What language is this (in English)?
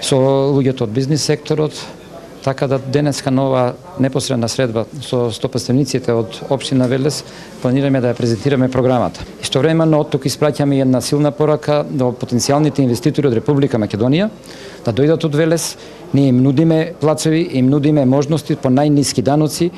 Macedonian